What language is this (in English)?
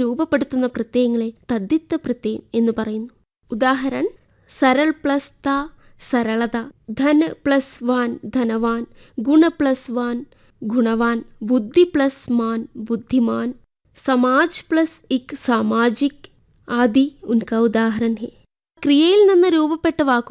Malayalam